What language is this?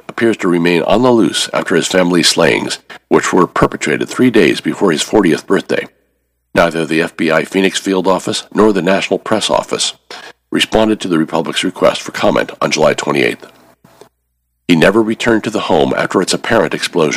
English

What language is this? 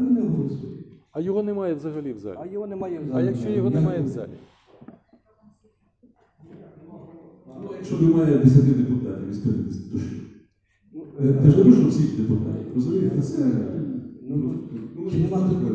Ukrainian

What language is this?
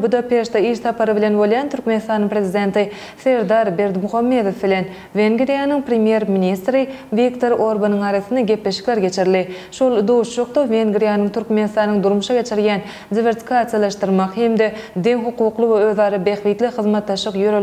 Turkmen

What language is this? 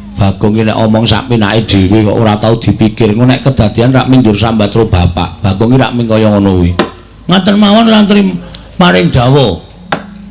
Javanese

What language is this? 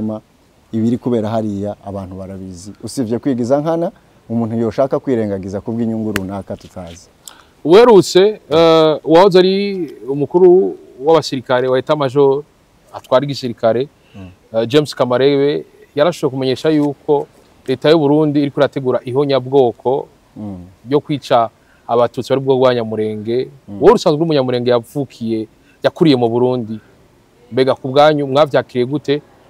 Rundi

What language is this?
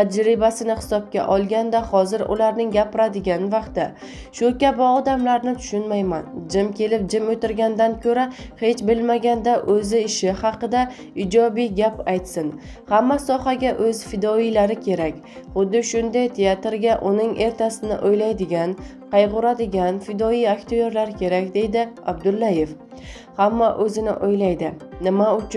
Uzbek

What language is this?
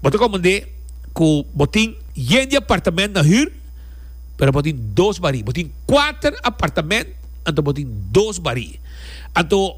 Papiamento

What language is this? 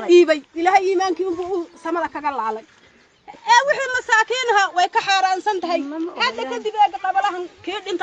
Somali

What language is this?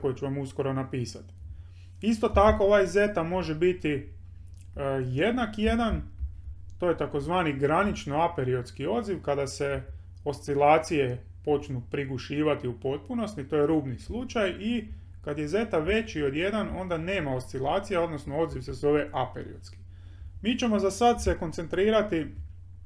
Croatian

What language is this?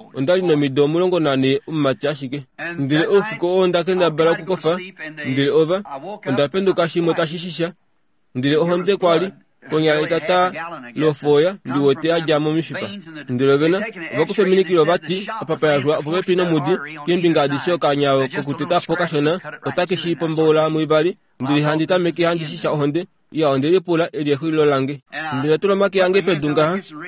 Kuanyama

